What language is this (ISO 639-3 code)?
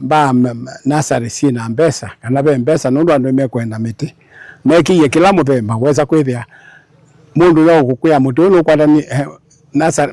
kam